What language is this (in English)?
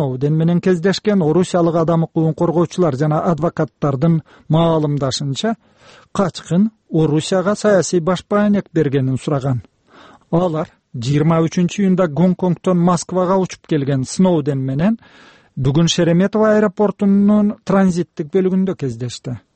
Kyrgyz